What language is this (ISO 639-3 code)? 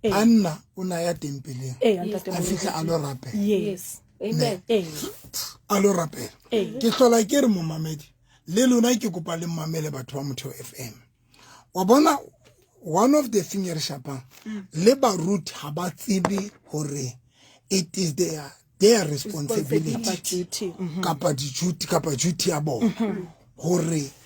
sot